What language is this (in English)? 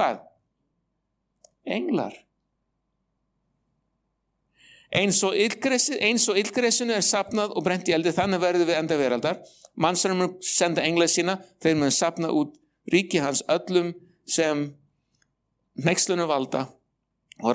Icelandic